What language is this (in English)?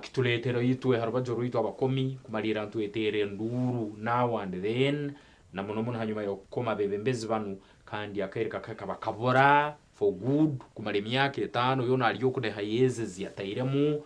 Nyankole